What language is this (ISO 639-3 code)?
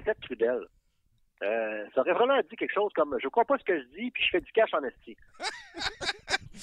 fra